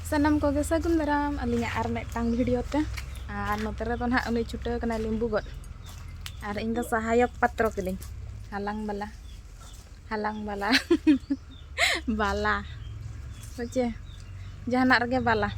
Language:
Santali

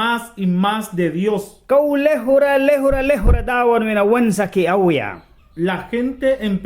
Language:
Mískito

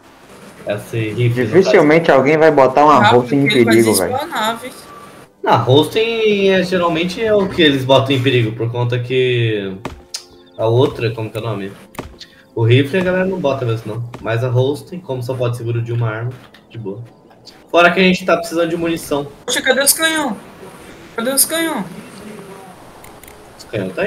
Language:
Portuguese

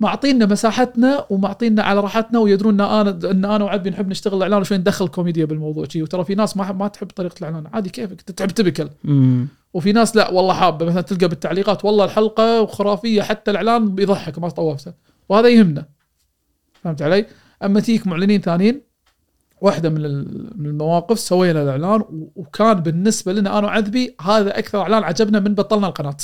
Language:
Gulf Arabic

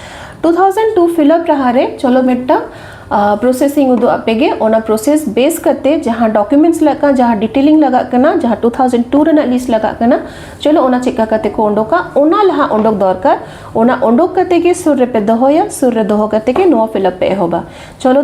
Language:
Santali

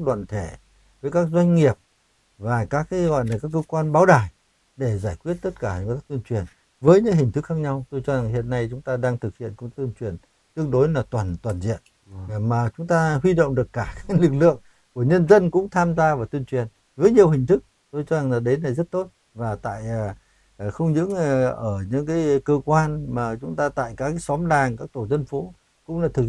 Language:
Vietnamese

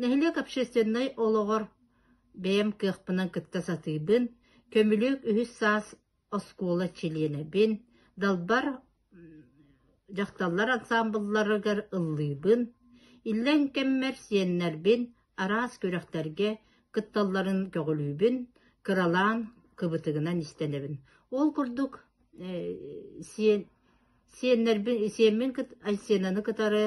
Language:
Yakut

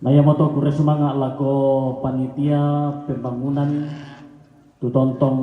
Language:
Toraja-Sa'dan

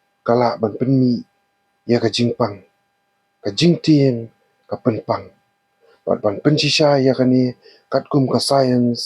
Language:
Khasi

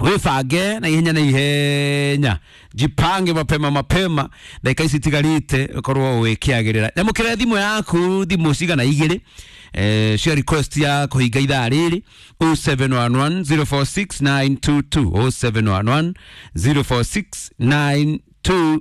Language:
Kikuyu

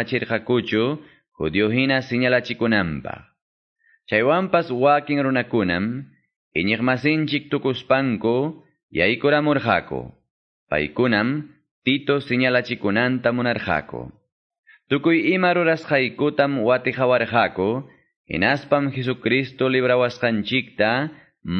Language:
Quechua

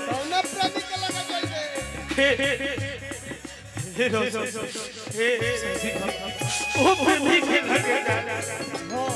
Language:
Bhojpuri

